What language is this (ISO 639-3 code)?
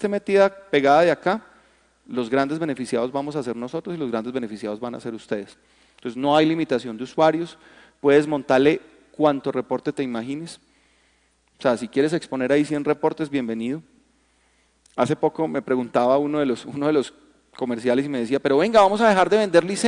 spa